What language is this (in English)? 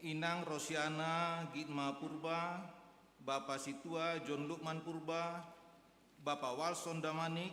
Batak Simalungun